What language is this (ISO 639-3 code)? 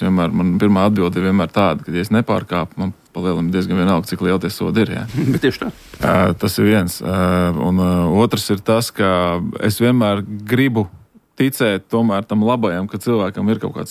lav